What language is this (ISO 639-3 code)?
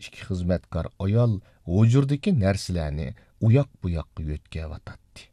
uig